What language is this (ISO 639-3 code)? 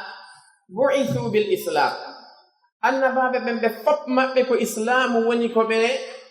fuf